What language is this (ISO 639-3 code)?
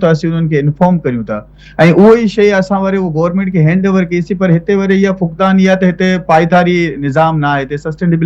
snd